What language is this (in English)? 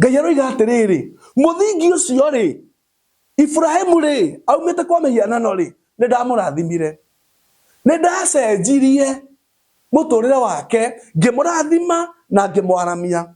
Kikuyu